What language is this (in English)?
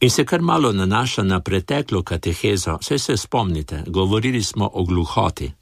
Slovenian